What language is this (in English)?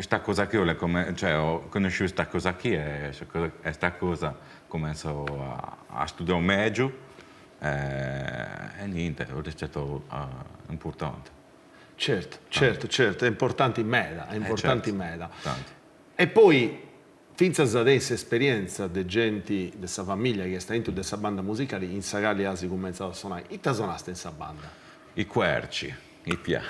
Sardinian